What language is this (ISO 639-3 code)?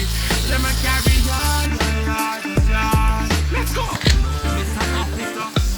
jam